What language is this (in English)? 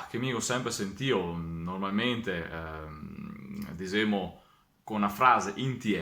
Venetian